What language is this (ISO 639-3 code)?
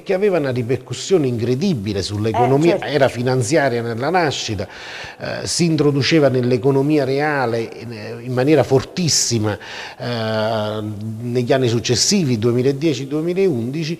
ita